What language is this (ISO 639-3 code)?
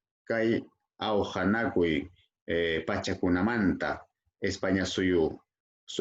quy